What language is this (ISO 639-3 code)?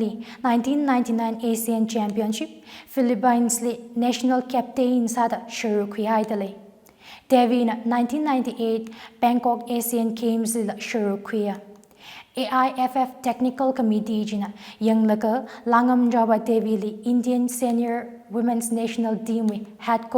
nmf